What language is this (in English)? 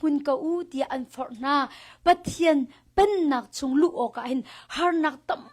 Hakha Chin